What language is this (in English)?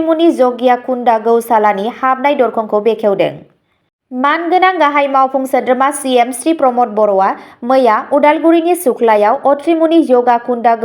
Bodo